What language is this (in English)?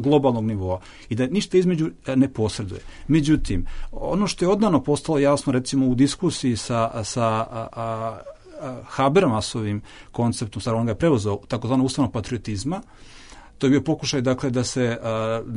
Bosnian